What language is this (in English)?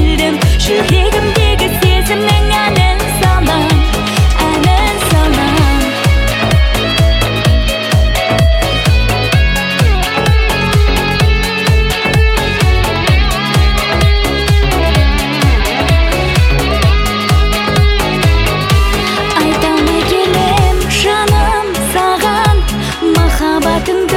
Kazakh